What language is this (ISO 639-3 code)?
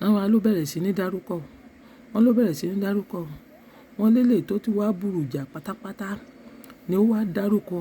yor